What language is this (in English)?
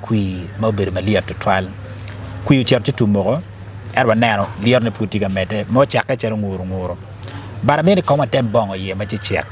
Acoli